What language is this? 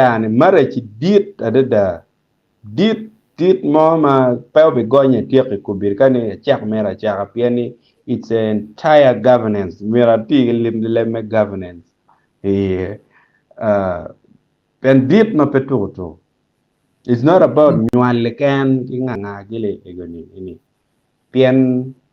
Acoli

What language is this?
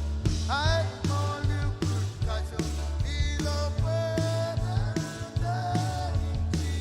Marshallese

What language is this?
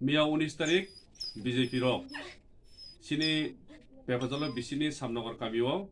Kok Borok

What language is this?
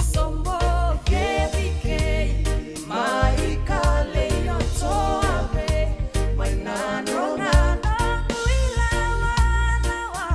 Fijian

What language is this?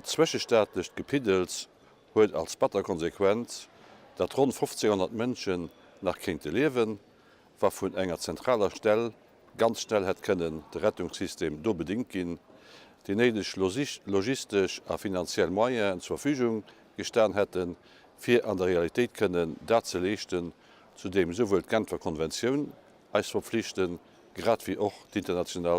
Luxembourgish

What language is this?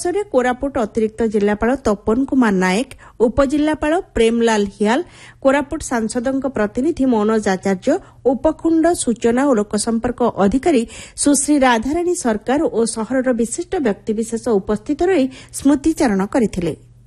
Odia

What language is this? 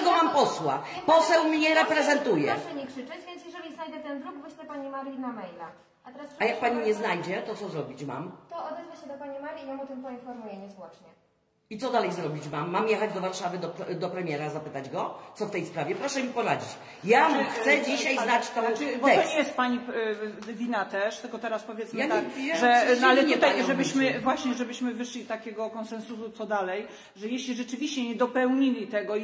Polish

